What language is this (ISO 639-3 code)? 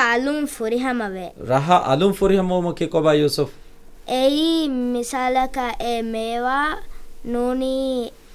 div